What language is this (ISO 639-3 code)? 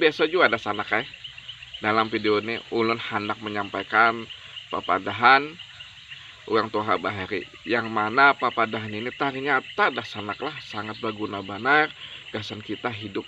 bjn